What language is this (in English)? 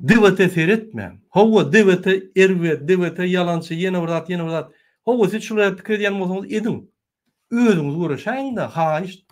Turkmen